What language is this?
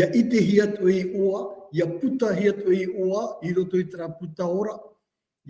Tahitian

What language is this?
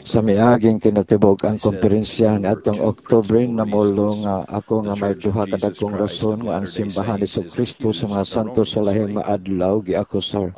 Cebuano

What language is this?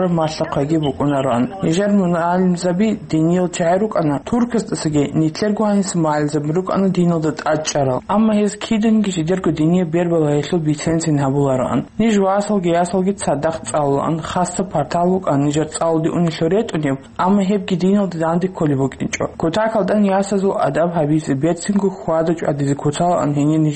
Avaric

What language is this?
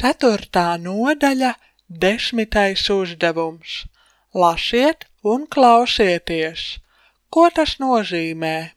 Latvian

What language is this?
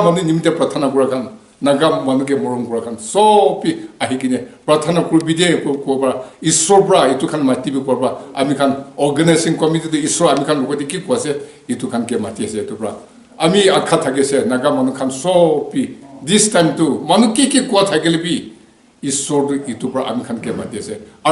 Naga Pidgin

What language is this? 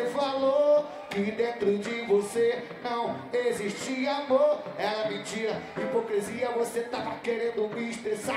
Portuguese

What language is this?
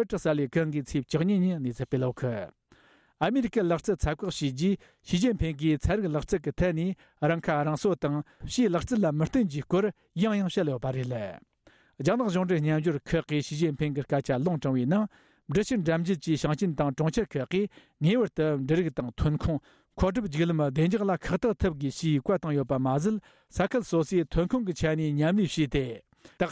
Tibetan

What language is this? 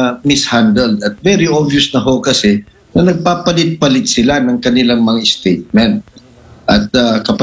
Filipino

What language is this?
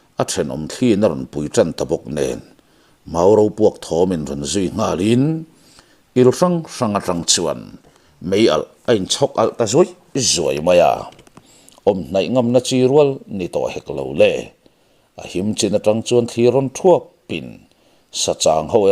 Mizo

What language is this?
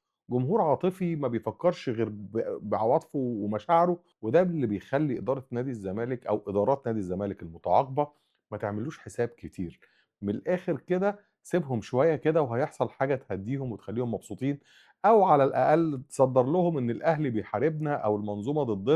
Egyptian Arabic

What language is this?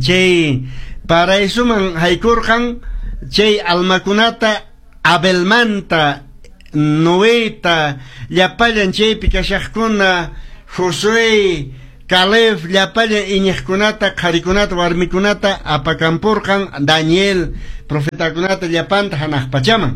Quechua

